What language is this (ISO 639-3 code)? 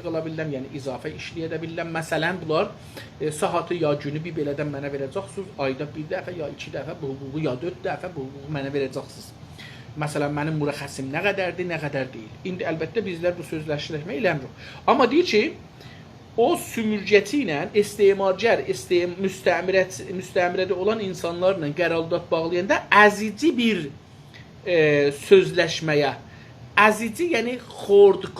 azb